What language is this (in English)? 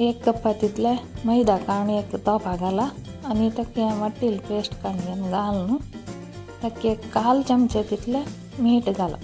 Konkani